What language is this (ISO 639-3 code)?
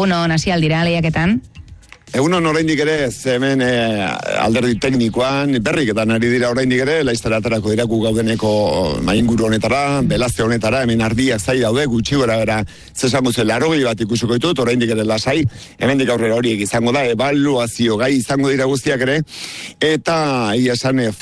eus